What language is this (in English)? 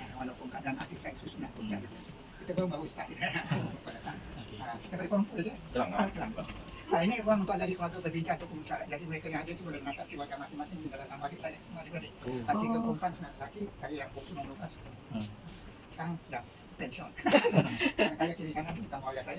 Malay